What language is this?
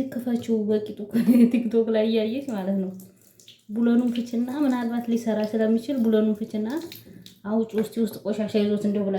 Amharic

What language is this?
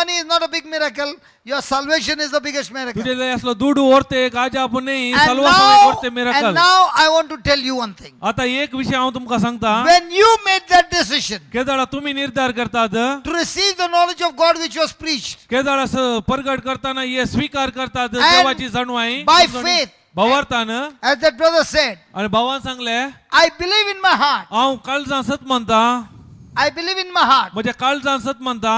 Konkani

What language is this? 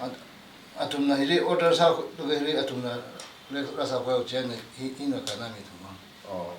Tangkhul Naga (India)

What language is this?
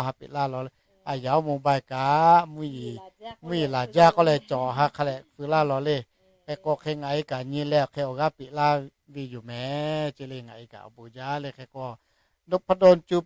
Lahu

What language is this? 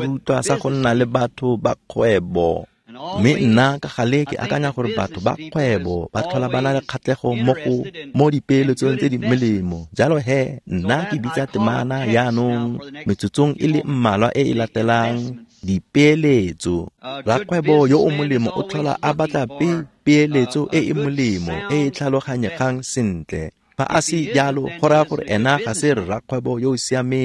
Tswana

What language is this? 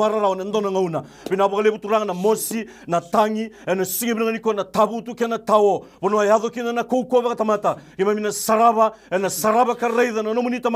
Fijian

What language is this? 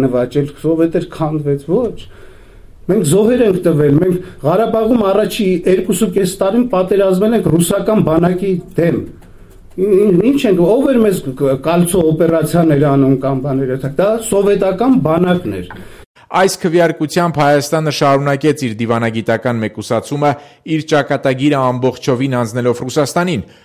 Armenian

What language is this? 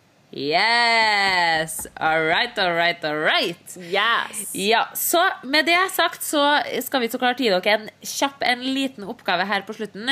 Norwegian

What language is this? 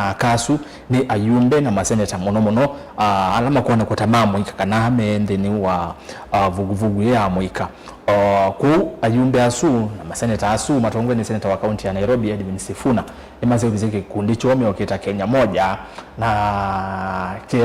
Kamba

